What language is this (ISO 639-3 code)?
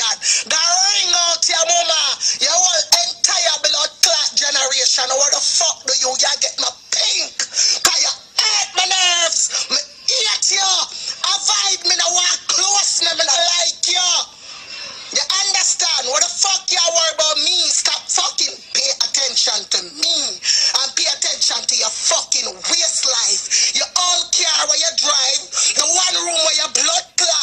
jam